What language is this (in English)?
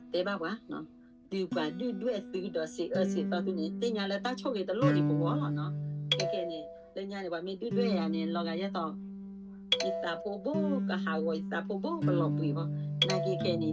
S'gaw Karen